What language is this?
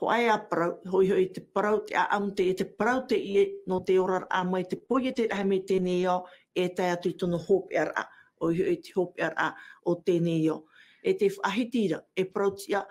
Tahitian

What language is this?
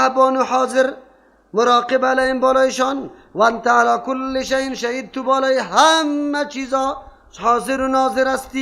Persian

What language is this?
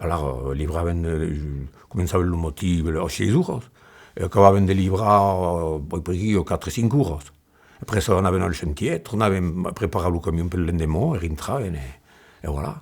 Occitan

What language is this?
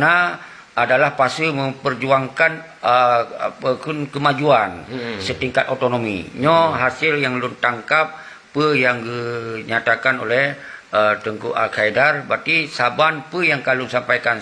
Achinese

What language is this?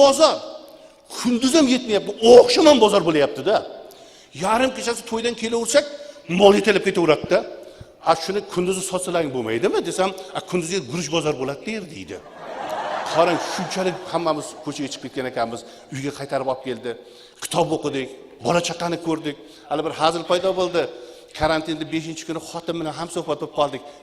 Uzbek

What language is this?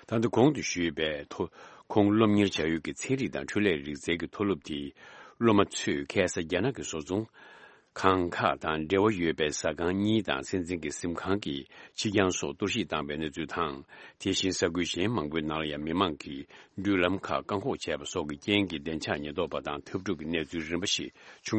Tibetan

